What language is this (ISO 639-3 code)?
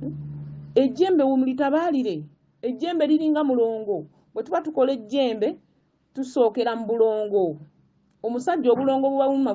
lug